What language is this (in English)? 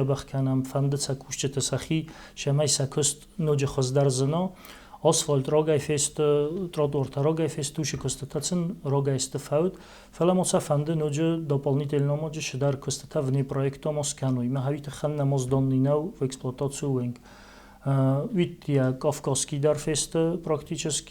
Ossetic